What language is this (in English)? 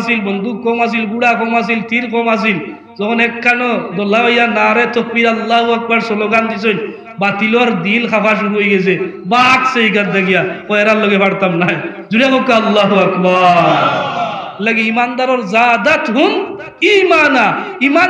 Sylheti